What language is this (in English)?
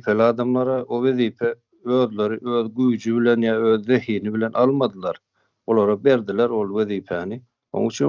Turkmen